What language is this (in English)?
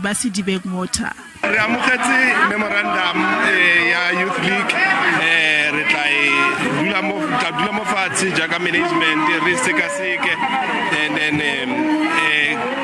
Tswana